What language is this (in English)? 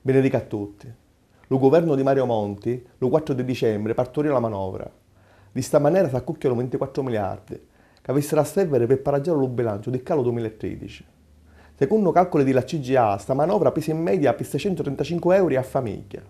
Sicilian